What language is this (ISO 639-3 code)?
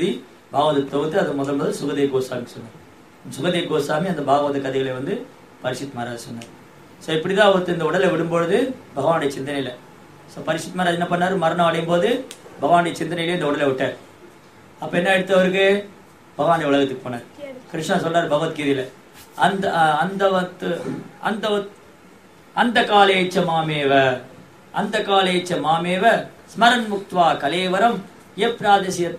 tam